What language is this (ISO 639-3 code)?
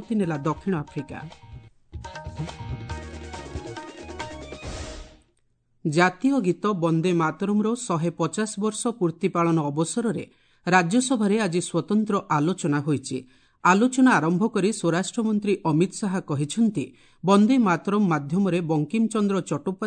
ori